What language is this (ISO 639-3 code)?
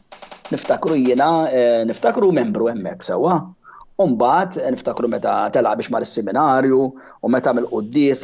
mlt